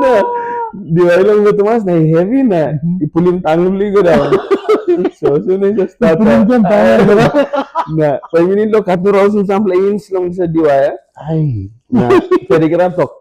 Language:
Tok Pisin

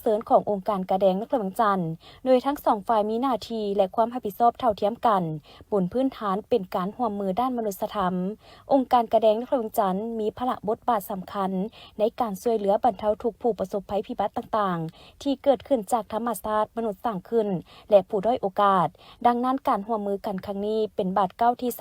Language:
Lao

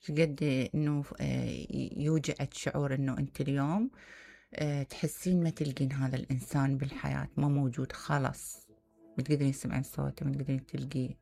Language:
Mesopotamian Arabic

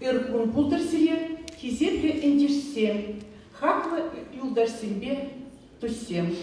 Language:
Chuvash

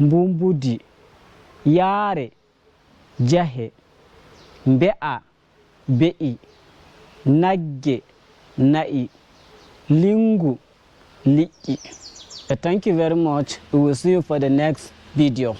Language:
Fula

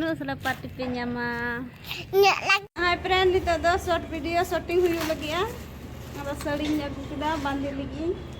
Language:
Santali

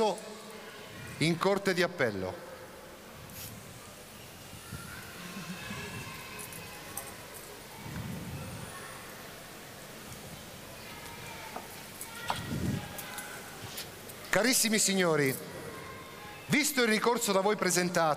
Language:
Italian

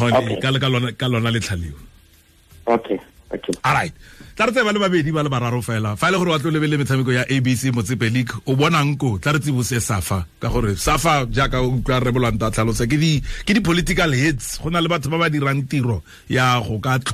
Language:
Tswana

